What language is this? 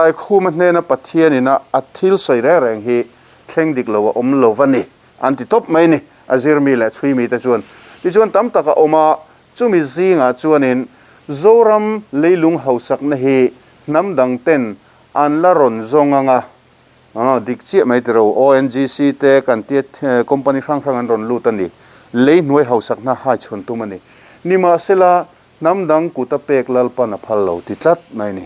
Mizo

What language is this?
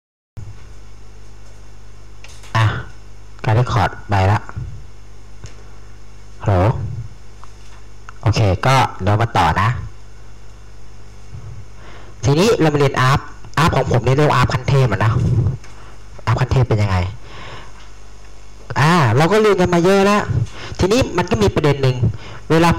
Thai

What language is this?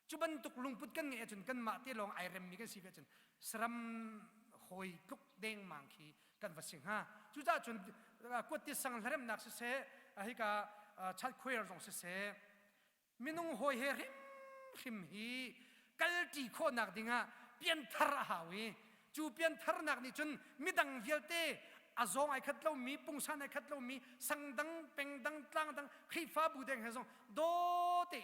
Hakha Chin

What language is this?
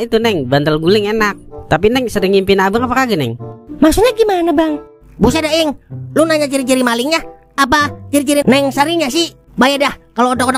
Betawi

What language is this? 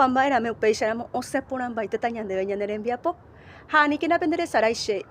Guarani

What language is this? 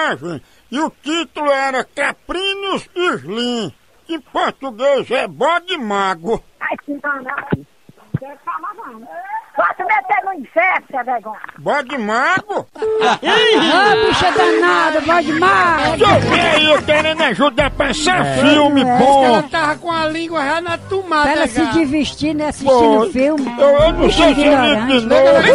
Portuguese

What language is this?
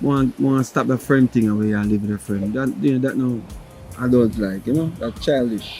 Jamaican Creole English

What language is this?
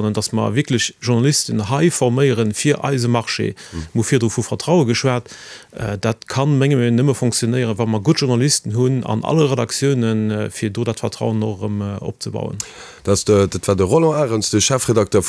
Luxembourgish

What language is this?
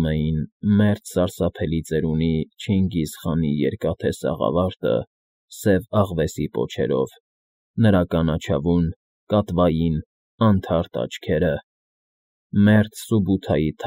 Armenian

